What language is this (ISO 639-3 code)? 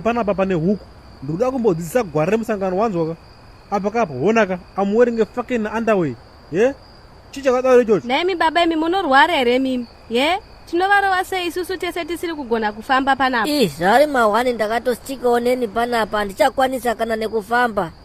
sna